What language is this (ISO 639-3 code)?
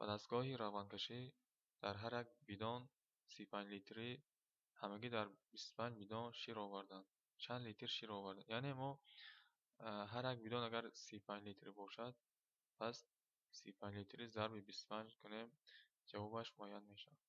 tgk